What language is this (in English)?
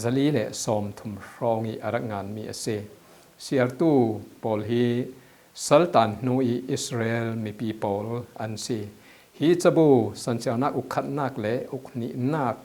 Falam Chin